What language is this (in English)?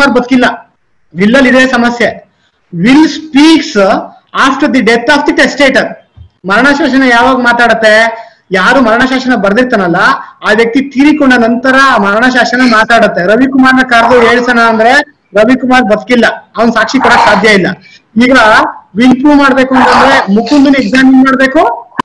Kannada